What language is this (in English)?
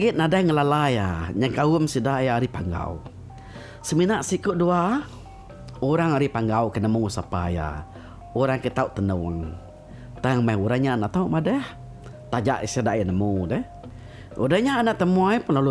Iban